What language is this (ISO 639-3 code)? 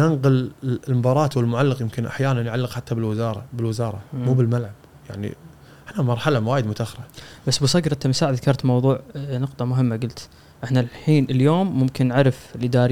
afb